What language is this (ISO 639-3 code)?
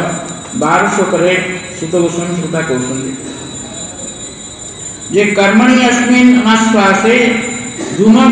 ori